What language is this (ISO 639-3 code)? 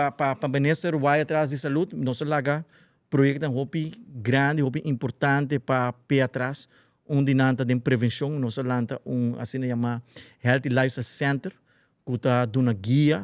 pap